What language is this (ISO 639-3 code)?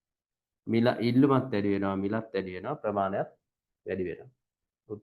sin